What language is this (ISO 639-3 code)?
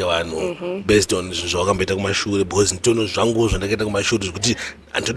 sna